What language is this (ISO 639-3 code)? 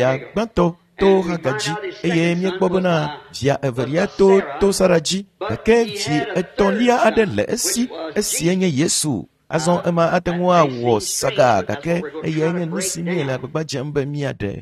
ewe